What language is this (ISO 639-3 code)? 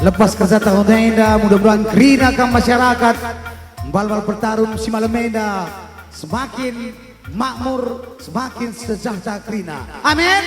btx